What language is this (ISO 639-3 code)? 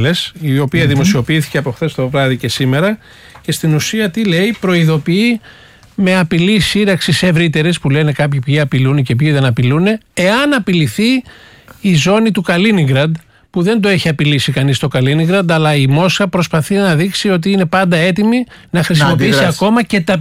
ell